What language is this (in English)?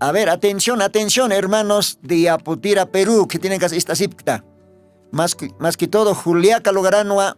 Aymara